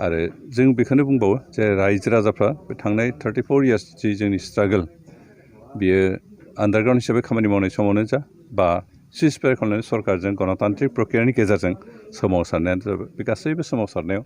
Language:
Bodo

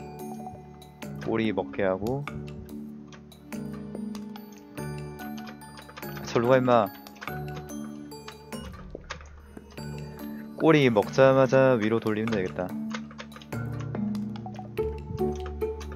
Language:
Korean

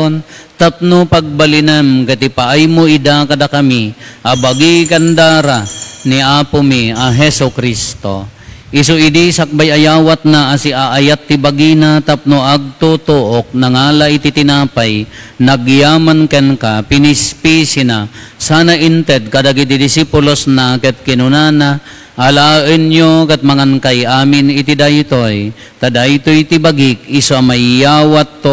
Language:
Iloko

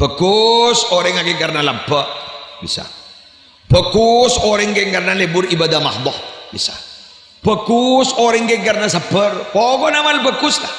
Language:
Madurese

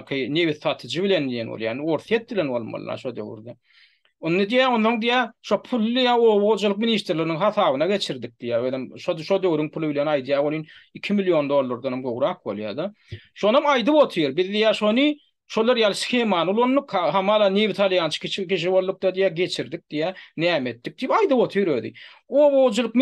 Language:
Turkmen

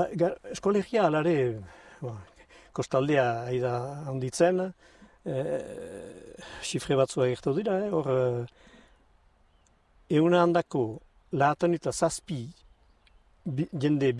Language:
Basque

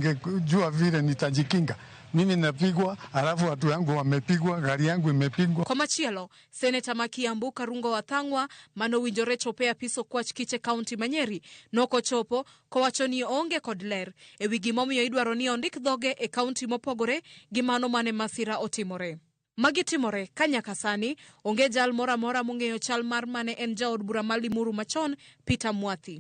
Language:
Luo (Kenya and Tanzania)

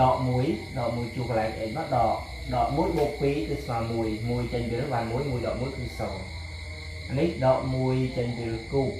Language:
Khmer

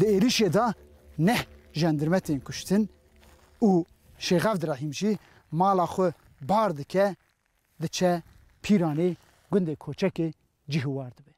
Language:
Kurdish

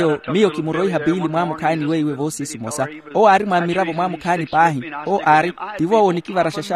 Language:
Makhuwa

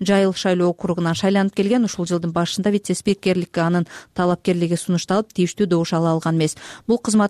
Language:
Kyrgyz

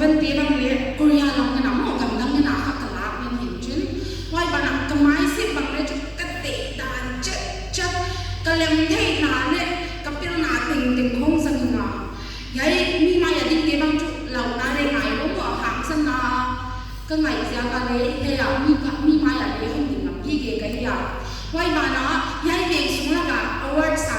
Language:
Paite Chin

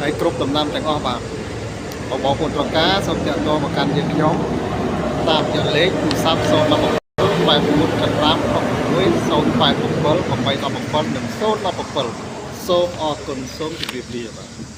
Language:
Khmer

